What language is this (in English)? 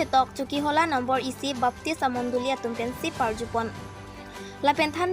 Karbi